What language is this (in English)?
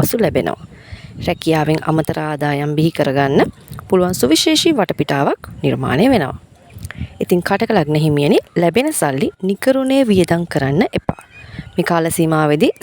Sinhala